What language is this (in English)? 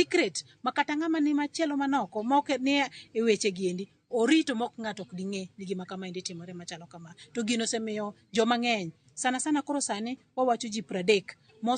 Luo (Kenya and Tanzania)